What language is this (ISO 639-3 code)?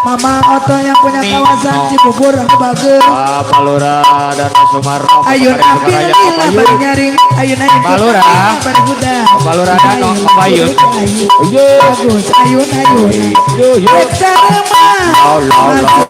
bew